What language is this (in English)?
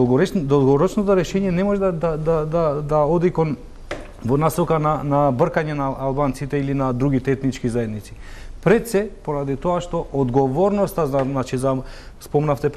Macedonian